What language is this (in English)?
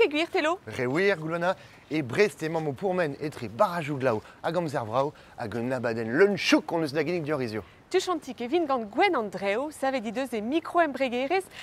Breton